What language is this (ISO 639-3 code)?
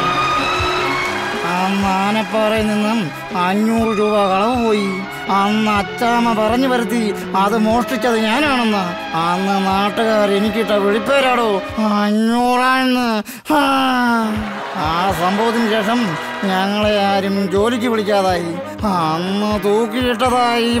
mal